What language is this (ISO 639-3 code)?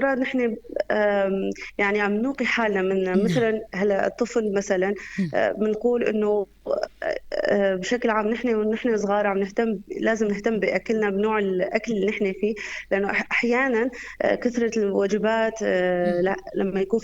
apc